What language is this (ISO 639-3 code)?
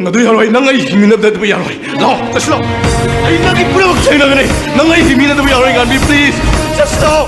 mni